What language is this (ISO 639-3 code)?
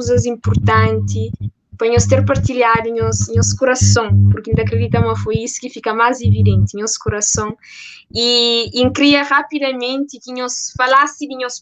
kea